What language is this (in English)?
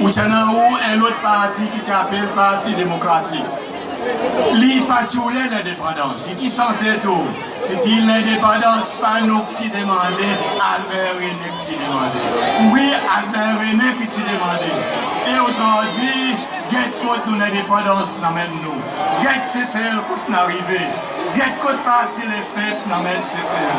Seselwa Creole French